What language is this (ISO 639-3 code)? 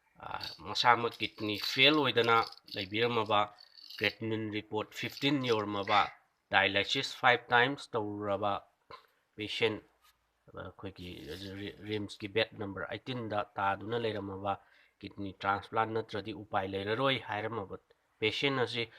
mni